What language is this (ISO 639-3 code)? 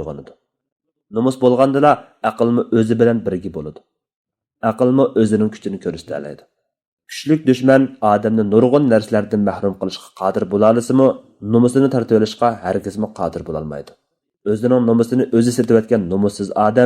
uig